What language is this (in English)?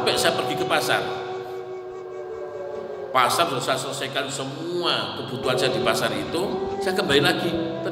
Indonesian